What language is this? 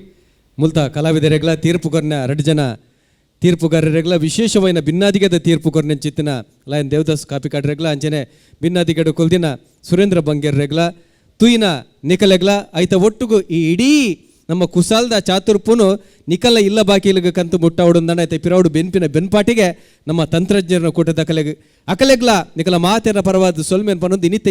Tulu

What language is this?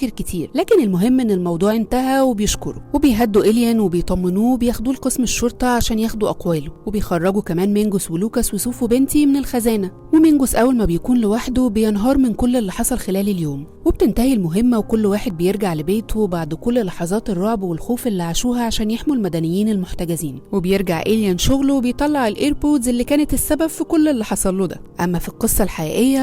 Egyptian Arabic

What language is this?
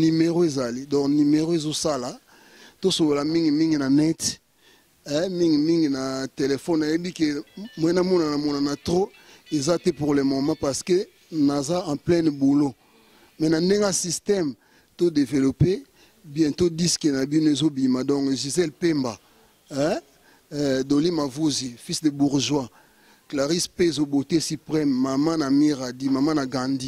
Lingala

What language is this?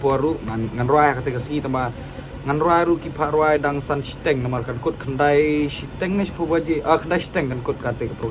Khasi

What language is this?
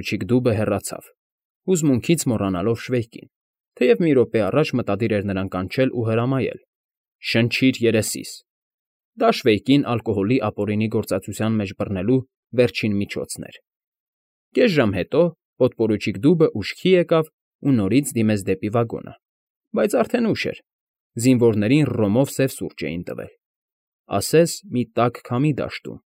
Armenian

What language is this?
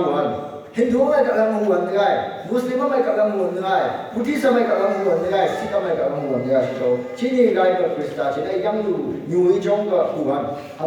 Phom Naga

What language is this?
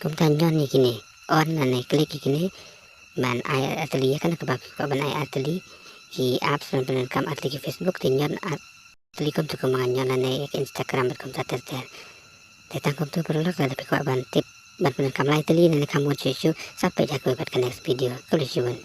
Khasi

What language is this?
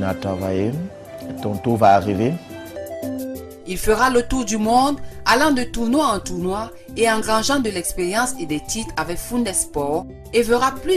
French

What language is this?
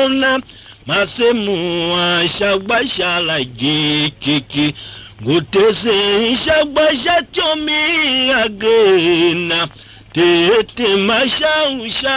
Tiv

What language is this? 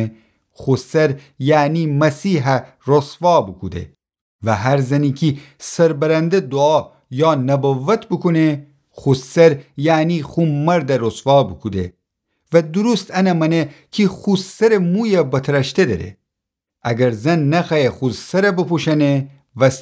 Gilaki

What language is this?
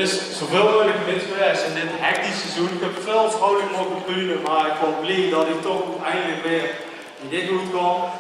Limburgish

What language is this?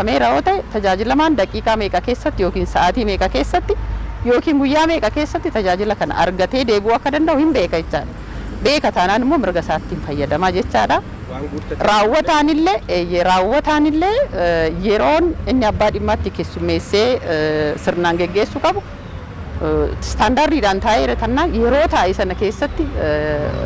Oromo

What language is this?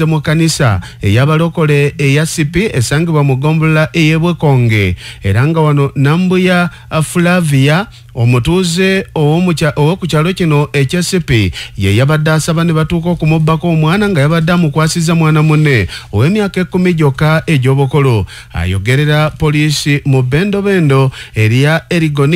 Ganda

